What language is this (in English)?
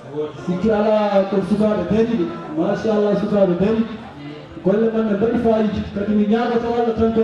Fula